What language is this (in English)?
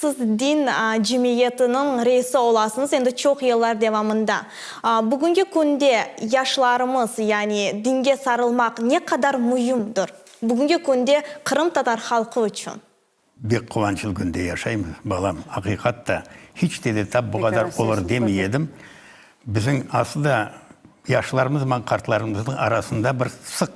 Crimean Tatar